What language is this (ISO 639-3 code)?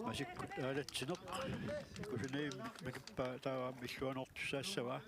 kal